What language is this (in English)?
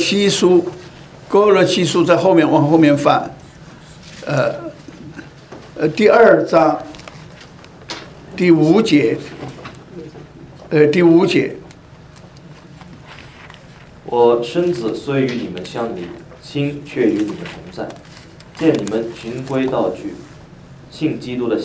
Chinese